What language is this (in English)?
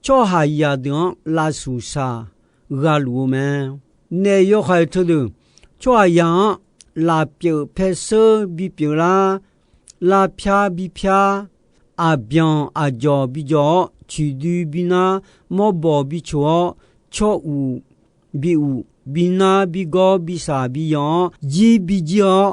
Akha